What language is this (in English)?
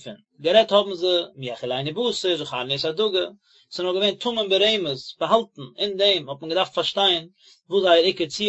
Yiddish